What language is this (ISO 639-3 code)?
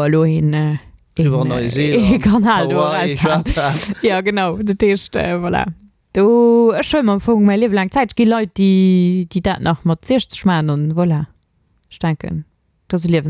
ltz